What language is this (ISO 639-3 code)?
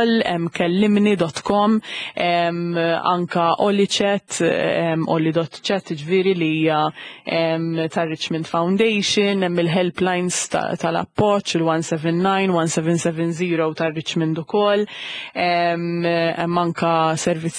mlt